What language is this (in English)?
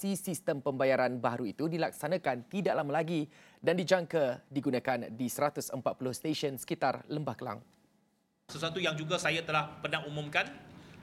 Malay